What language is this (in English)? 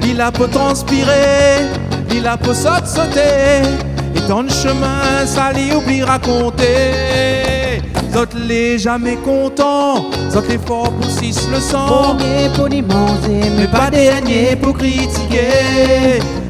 Réunion Creole French